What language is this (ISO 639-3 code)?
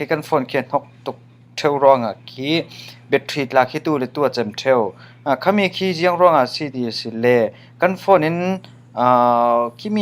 cfm